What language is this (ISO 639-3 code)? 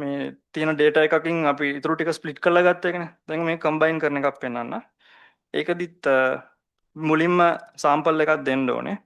sin